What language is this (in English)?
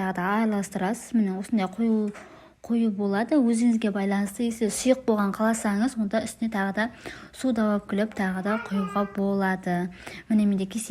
Kazakh